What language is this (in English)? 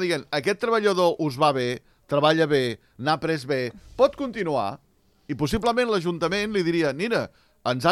Catalan